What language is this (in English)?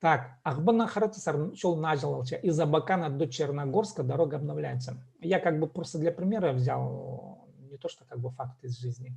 Khakas